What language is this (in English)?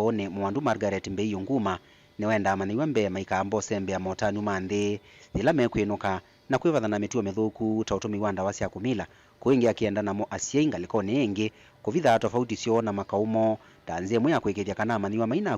Kamba